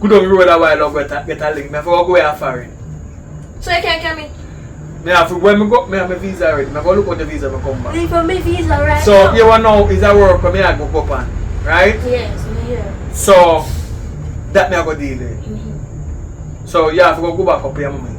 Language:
Jamaican Creole English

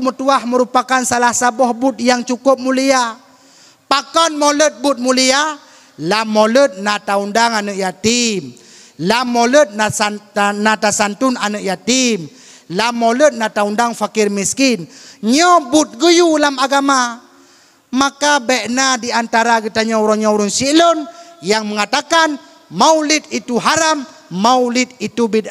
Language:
Achinese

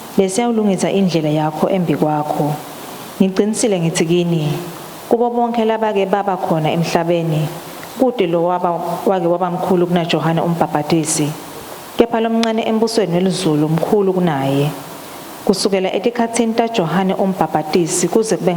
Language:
Swati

